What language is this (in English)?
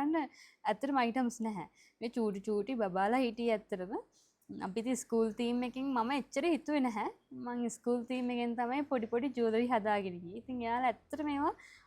Sinhala